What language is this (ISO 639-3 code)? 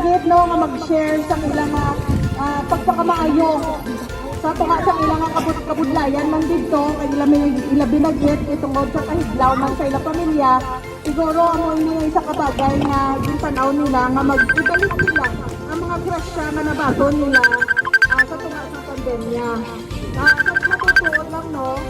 hil